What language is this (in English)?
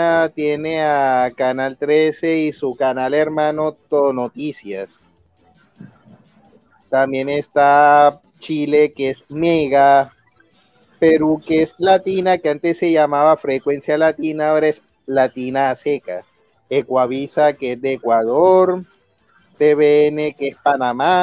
Spanish